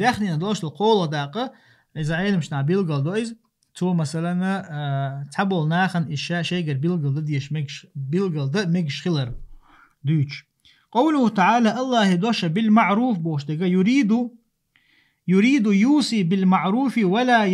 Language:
Chechen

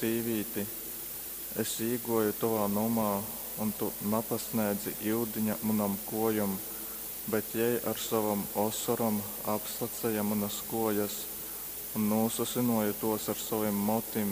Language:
Latgalian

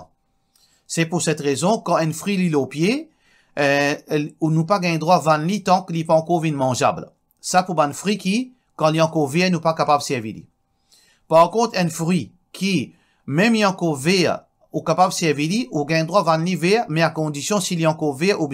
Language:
Morisyen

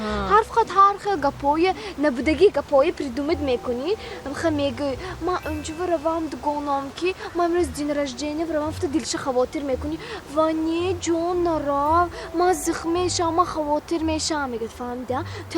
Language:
Tajik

